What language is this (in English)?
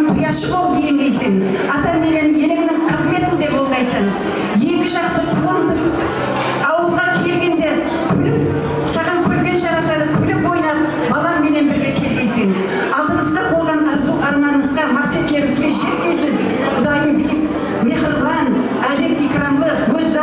Kara-Kalpak